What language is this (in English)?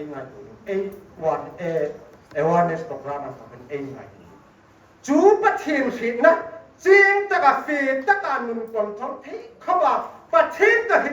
Hmar